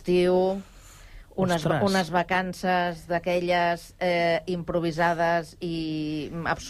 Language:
Catalan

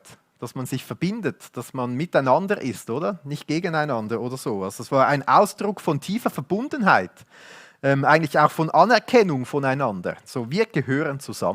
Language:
Swiss German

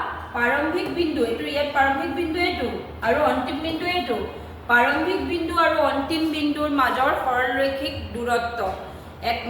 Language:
Assamese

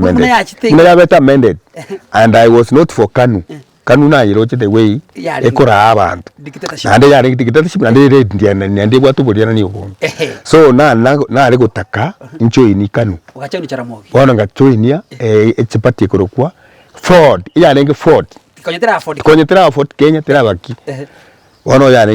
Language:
Gusii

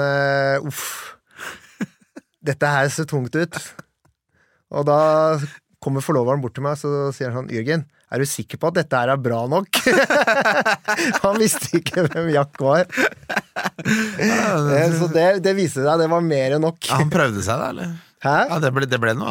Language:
Norwegian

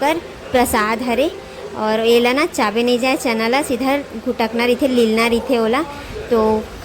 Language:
Chhattisgarhi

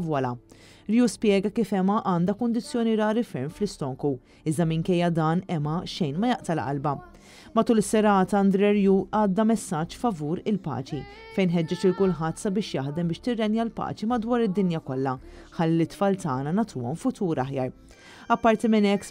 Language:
Maltese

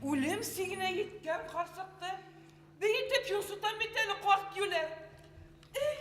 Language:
Bashkir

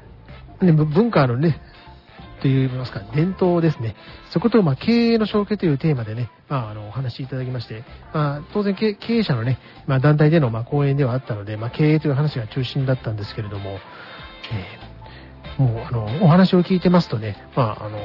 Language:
Japanese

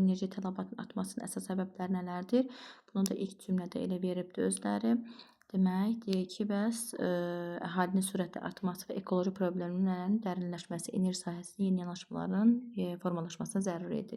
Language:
Azerbaijani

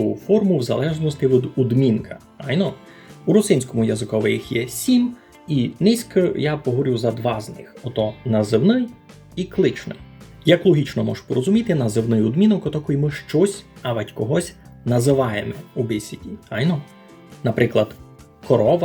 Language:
Rusyn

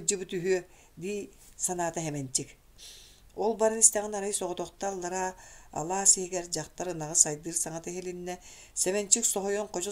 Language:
Yakut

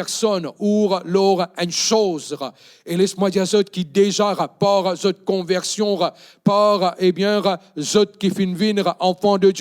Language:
Morisyen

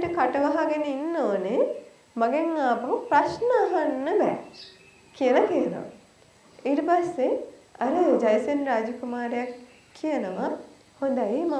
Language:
Sinhala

